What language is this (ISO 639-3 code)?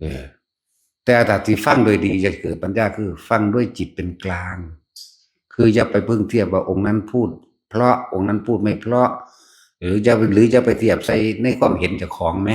tts